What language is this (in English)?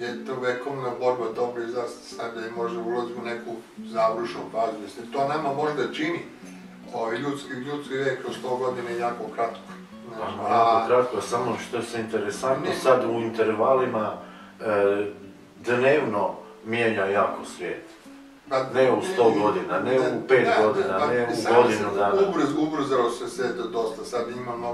Croatian